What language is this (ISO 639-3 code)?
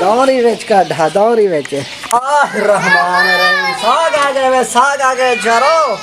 skr